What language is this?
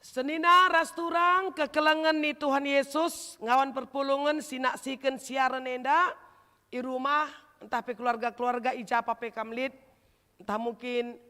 Batak Karo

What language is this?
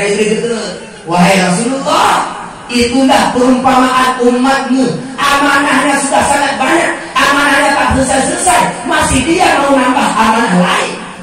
Achinese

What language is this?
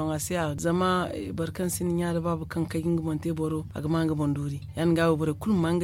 Zarma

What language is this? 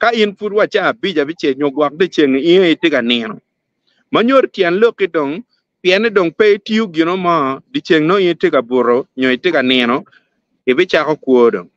Acoli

